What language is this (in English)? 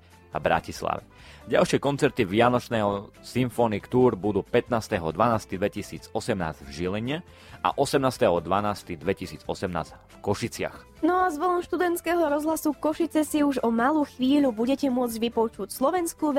Slovak